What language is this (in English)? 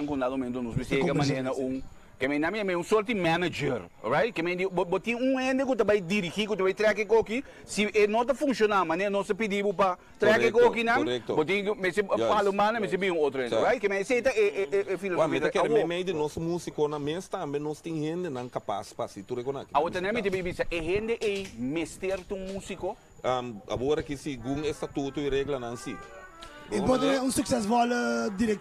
Papiamento